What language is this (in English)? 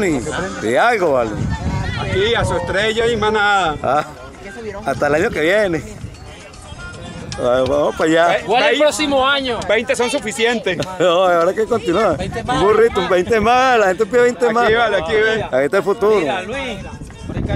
Spanish